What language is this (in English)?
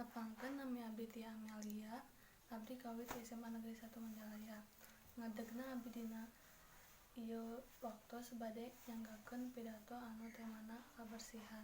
Sundanese